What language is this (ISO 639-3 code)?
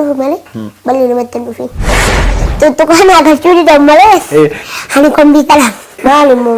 orm